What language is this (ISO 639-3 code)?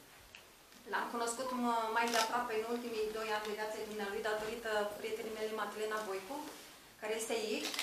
ron